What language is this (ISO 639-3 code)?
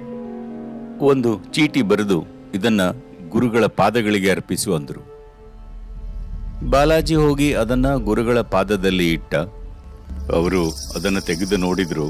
kan